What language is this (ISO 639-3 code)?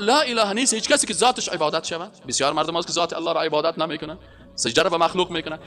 fas